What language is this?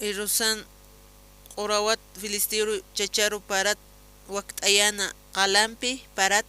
Aymara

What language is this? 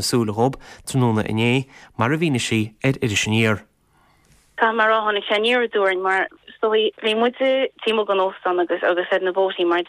Irish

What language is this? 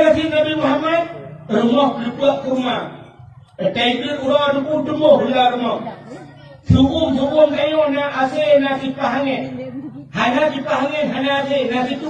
Achinese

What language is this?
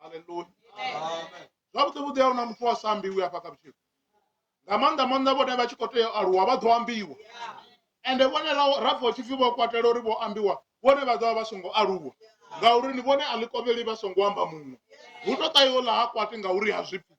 Venda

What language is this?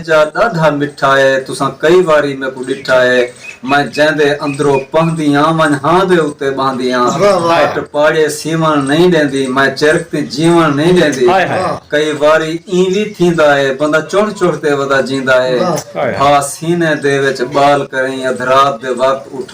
Saraiki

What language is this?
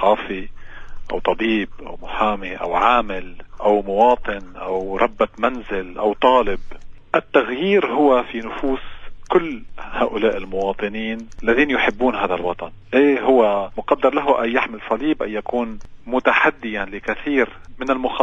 North Levantine Arabic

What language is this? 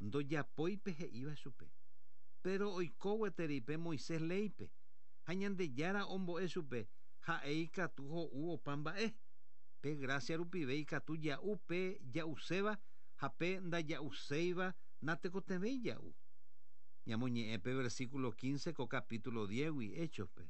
Guarani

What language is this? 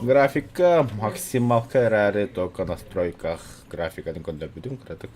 Yakut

